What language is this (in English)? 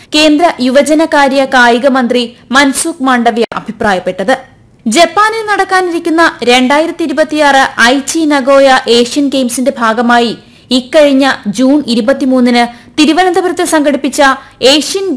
Malayalam